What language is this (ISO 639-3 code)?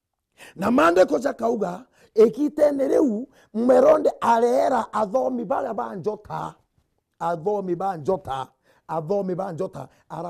mer